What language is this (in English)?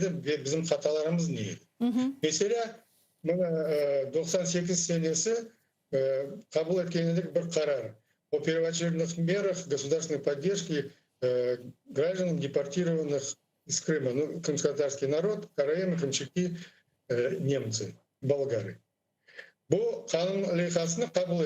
Crimean Tatar